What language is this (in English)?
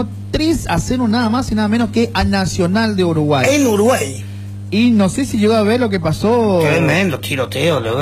Spanish